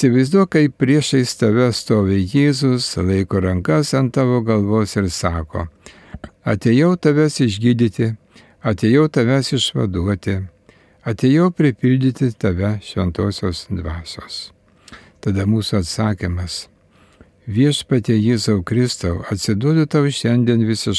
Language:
Lithuanian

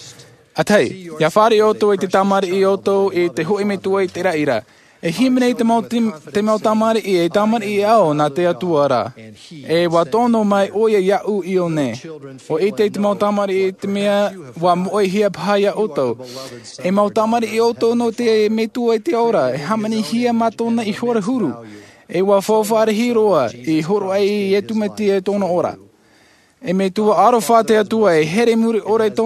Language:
Tahitian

